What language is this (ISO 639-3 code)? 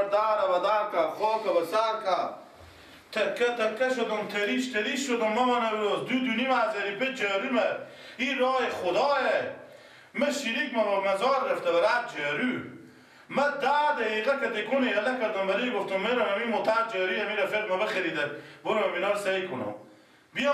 fas